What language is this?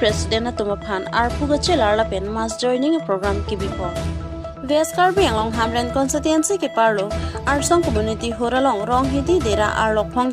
Karbi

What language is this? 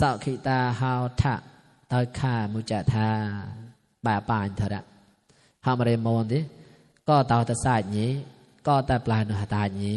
Mon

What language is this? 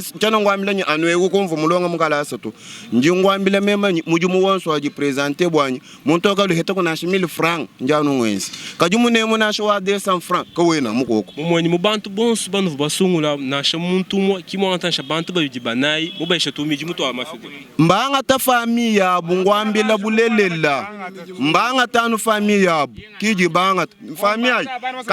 Luba-Lulua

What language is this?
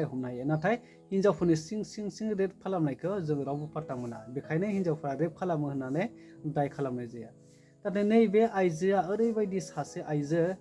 Bodo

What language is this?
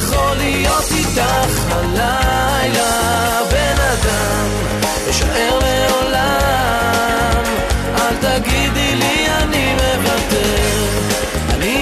Hebrew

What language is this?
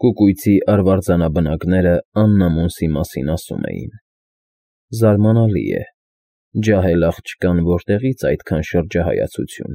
Armenian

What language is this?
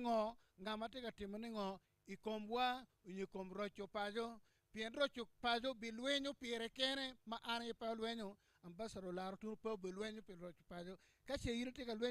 Acoli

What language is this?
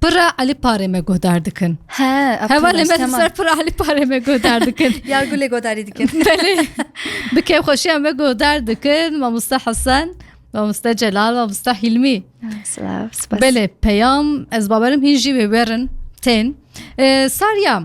Kurdish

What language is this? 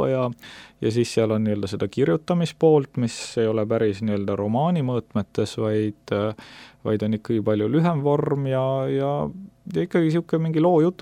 Estonian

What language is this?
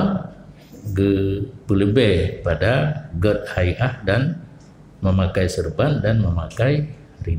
Achinese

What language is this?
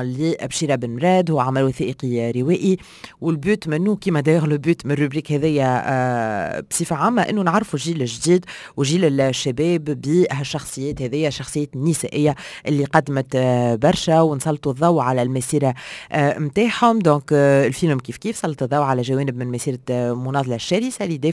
Tunisian Arabic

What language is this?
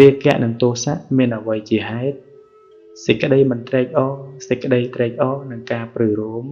Khmer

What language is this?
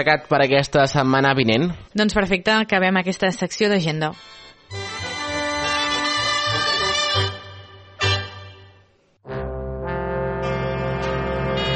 Catalan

